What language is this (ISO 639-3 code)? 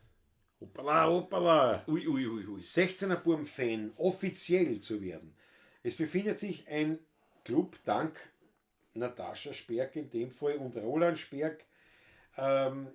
bar